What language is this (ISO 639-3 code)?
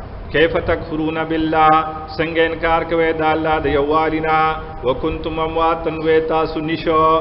pus